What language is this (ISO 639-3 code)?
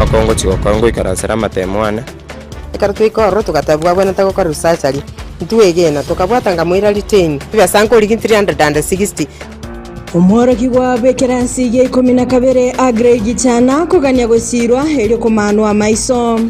guz